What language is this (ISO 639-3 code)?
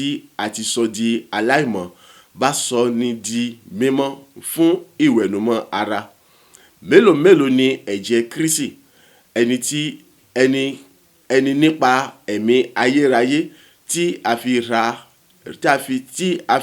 yor